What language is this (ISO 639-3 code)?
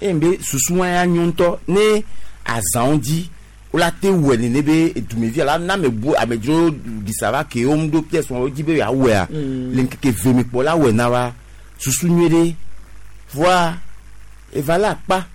gej